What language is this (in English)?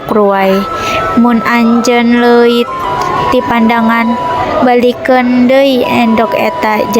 Sundanese